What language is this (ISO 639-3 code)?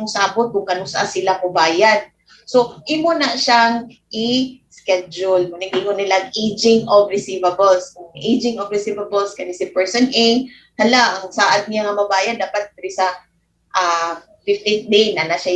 ceb